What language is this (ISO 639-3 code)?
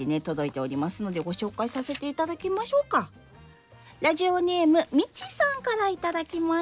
jpn